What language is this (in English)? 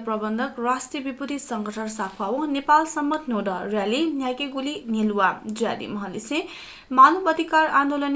Newari